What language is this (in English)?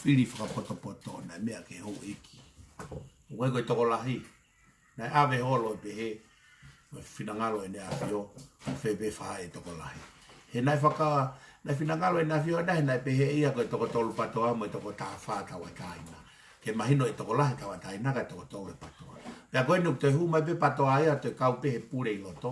Tongan